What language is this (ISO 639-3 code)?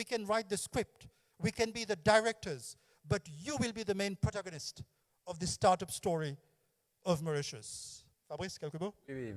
mfe